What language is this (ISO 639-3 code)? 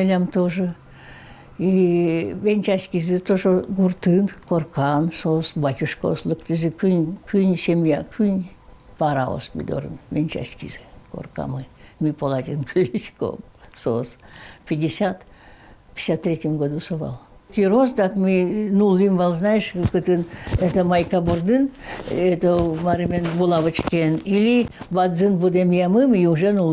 udm